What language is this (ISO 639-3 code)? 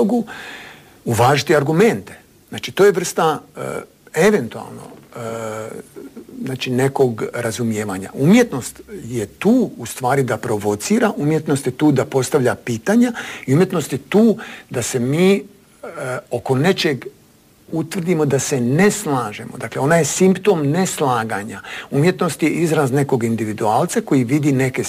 hrv